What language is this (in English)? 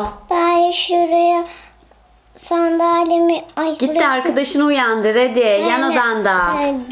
Turkish